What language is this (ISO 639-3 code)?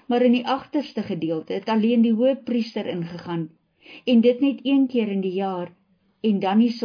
afr